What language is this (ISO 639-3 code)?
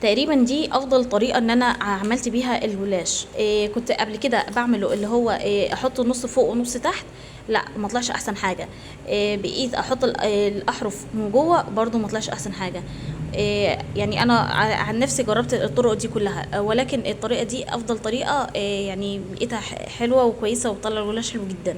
arz